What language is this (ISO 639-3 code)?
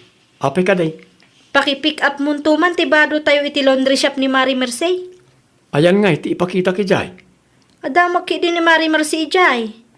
ilo